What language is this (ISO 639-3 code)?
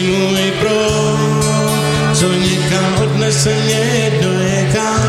ces